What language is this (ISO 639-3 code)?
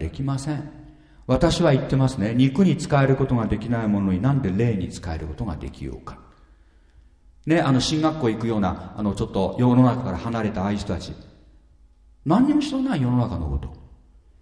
jpn